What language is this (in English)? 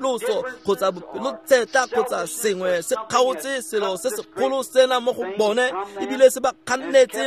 Tswana